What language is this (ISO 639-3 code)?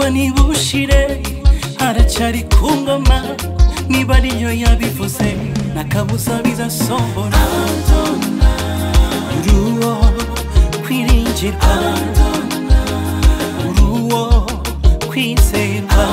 kin